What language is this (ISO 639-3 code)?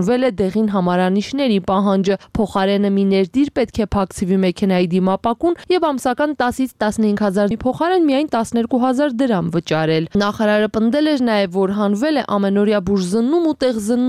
hye